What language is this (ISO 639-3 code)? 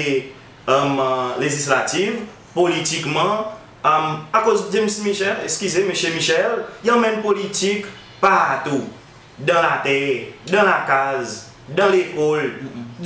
crs